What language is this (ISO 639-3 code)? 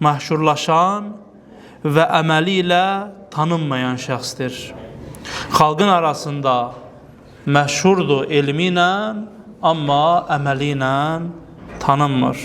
aze